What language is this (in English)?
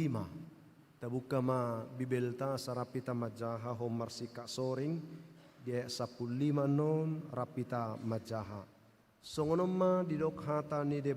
Batak Toba